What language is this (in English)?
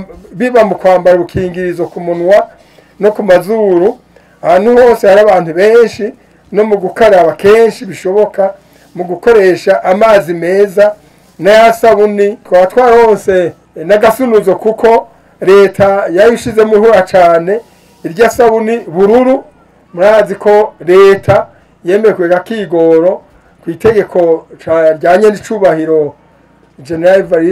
Rundi